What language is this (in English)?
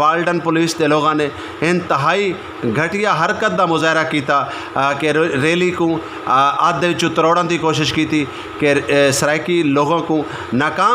Saraiki